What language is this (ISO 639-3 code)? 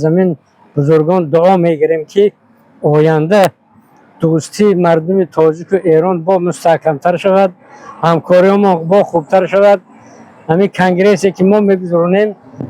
tgk